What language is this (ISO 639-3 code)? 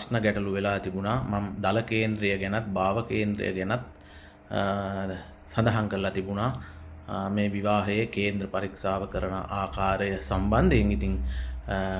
sin